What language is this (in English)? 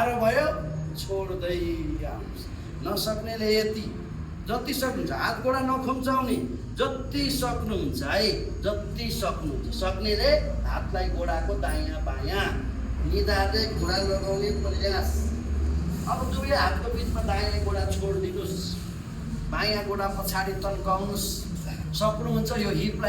Nepali